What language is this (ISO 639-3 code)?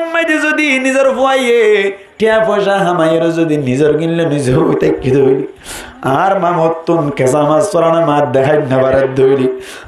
rhg